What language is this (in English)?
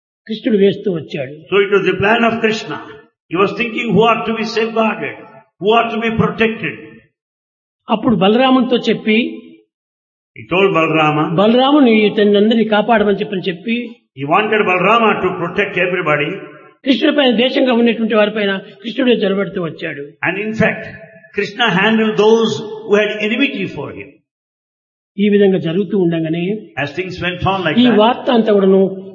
Telugu